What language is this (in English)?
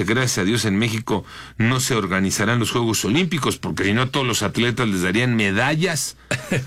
Spanish